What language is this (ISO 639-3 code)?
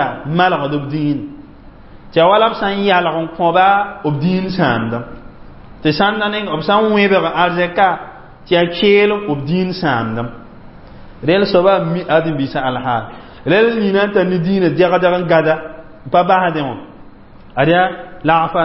mos